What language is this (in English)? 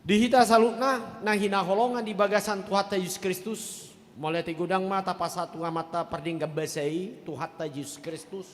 Batak Toba